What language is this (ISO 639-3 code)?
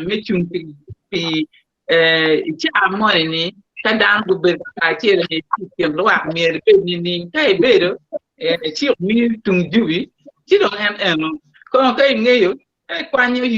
ach